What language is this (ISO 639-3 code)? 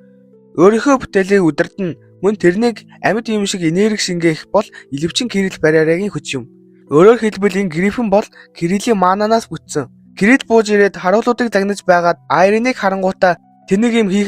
mon